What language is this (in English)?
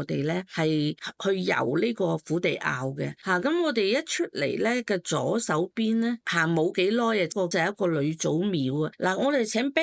Cantonese